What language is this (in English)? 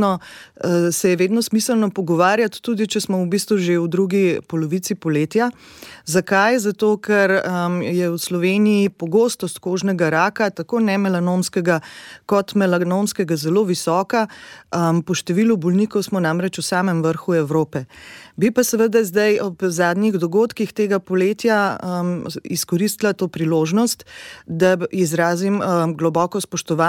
Slovenian